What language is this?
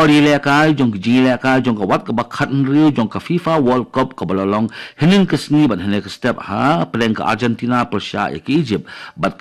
Khasi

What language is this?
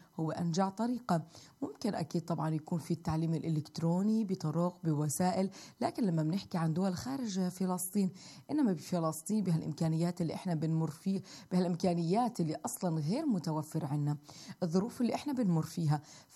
South Levantine Arabic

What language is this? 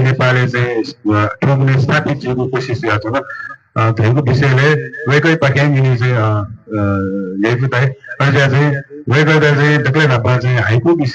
Newari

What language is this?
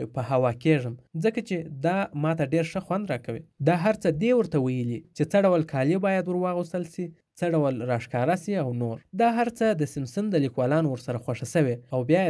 Pashto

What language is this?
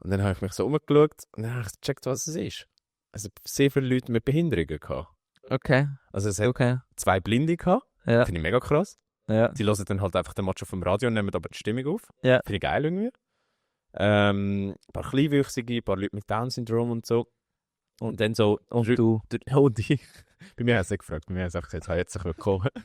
Swiss German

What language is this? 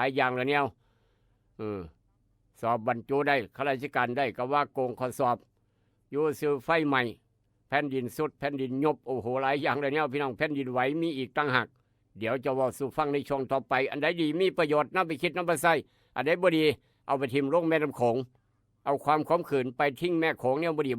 Northeastern Thai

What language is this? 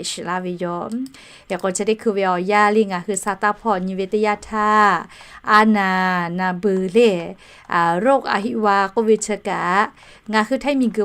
Lahu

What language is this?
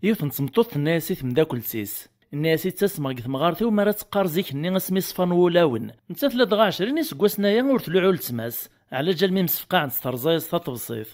Kabyle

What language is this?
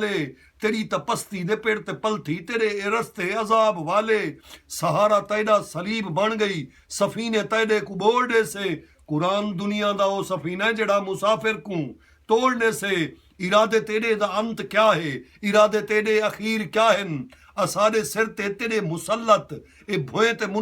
Saraiki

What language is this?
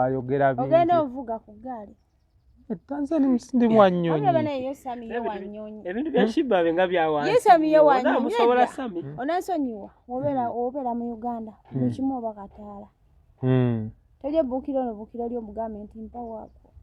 Ganda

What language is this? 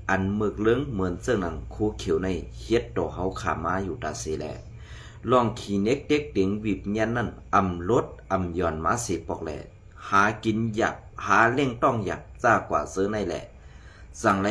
Shan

